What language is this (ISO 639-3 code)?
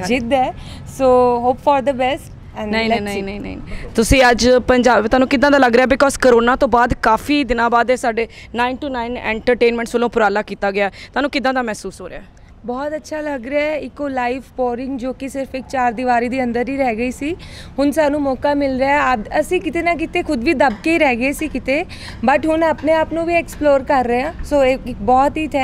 pan